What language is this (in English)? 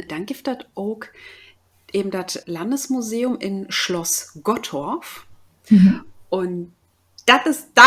Low German